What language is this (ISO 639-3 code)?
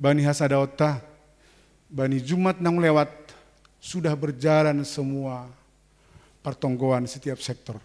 bts